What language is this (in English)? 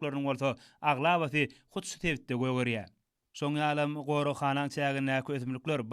Turkmen